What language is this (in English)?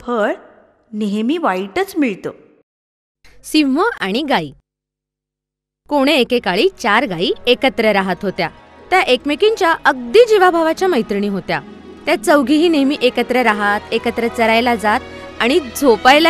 Marathi